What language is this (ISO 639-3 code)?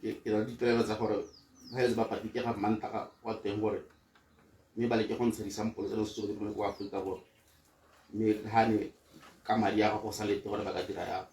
tsn